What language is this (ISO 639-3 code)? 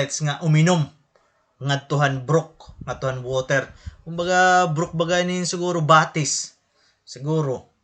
war